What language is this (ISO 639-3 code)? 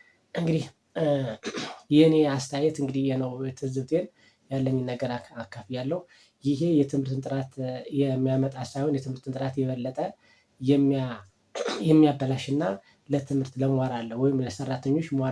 amh